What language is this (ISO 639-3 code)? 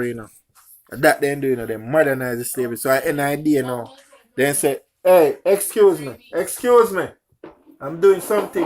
jam